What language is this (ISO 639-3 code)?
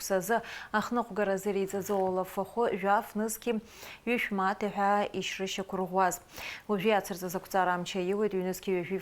abk